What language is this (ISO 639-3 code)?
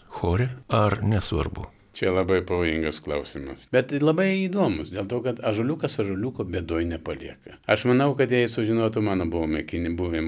lit